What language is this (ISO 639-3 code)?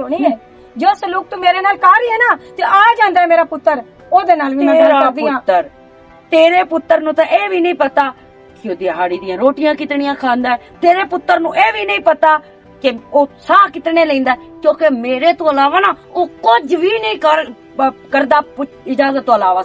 lah